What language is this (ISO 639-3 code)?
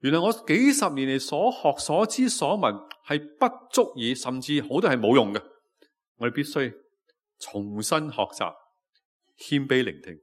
yue